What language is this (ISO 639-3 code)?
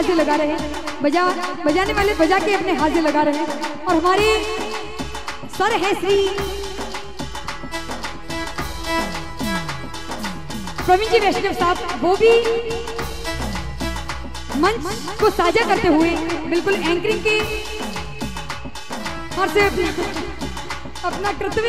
hin